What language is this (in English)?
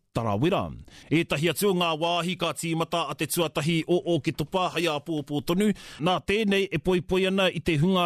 Māori